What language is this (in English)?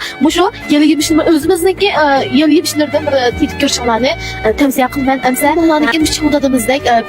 Uyghur